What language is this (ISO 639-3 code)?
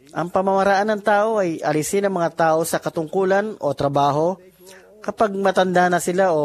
fil